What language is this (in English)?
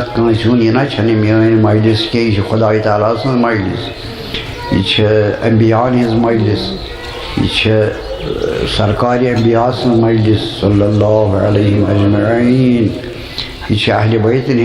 Kashmiri